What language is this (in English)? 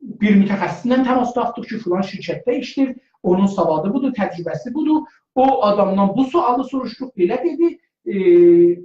South Azerbaijani